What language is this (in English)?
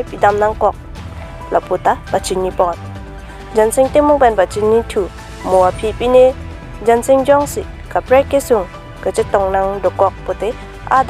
Karbi